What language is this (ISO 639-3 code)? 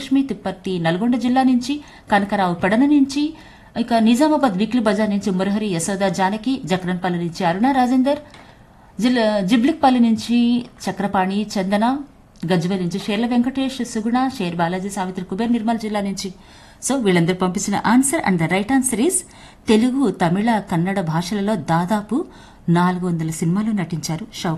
tel